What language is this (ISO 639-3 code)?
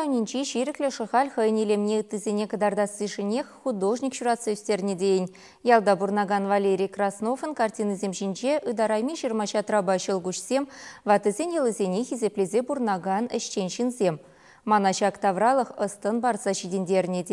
chv